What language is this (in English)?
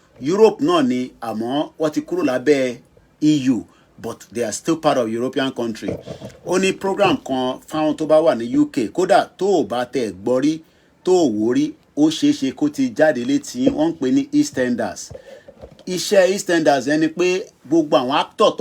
Yoruba